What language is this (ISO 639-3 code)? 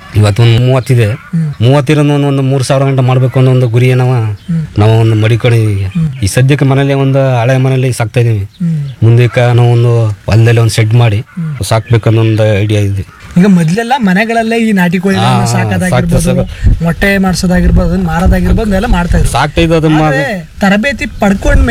kan